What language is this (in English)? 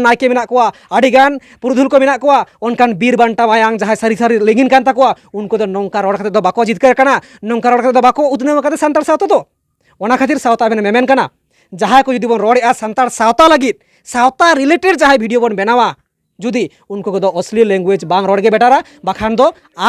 Santali